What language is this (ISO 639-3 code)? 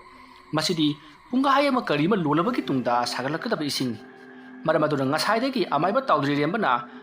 mni